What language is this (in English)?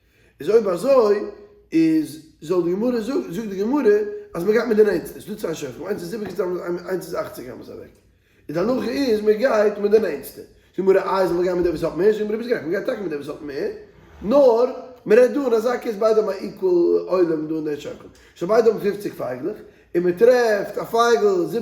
Yiddish